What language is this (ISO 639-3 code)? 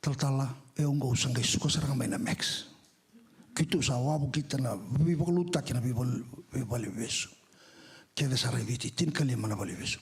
fij